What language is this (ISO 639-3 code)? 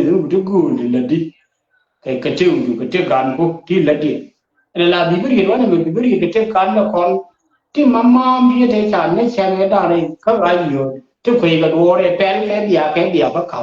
nus